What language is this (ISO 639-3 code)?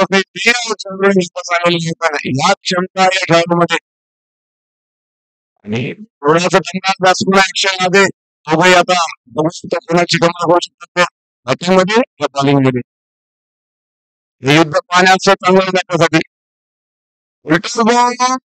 mar